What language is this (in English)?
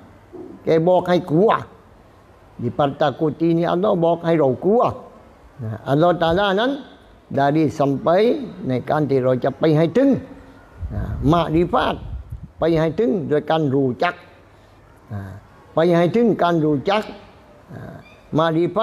Thai